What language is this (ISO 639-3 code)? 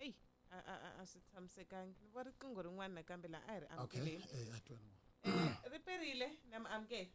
tso